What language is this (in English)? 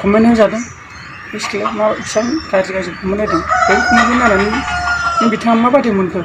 Bodo